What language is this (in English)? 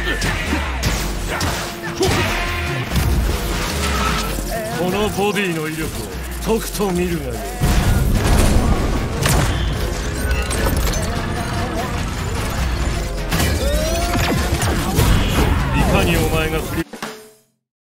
Japanese